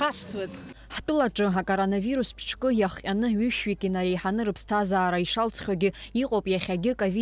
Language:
Abkhazian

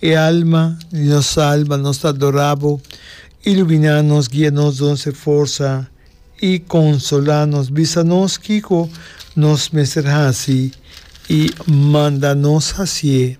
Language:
Papiamento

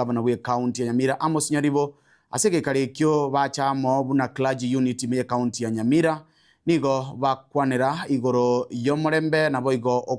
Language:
Gusii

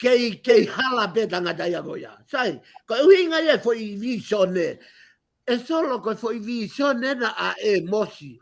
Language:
Tongan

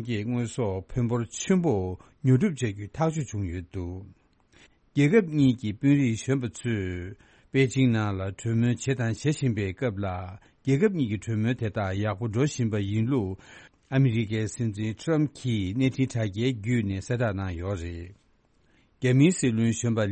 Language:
Tibetan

